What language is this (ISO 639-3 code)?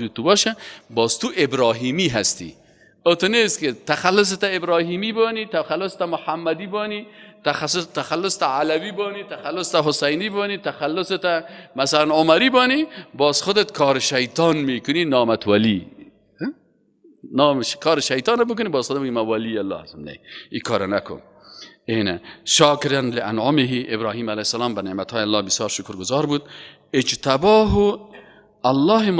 fas